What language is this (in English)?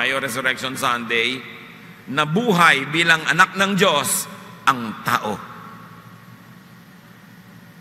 Filipino